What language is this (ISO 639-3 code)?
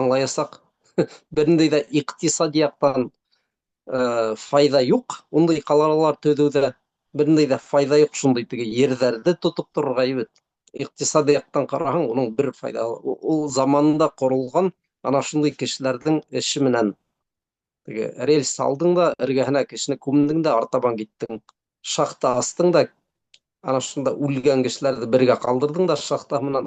bak